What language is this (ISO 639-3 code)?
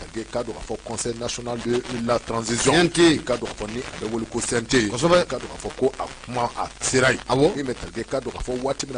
bam